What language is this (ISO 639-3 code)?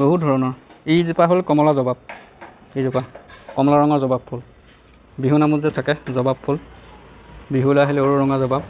asm